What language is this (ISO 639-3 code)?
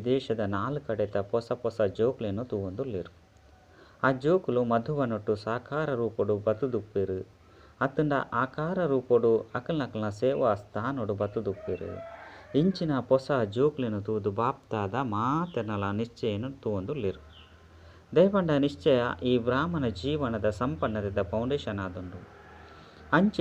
tcy